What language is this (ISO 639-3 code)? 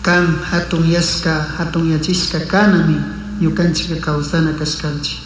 qug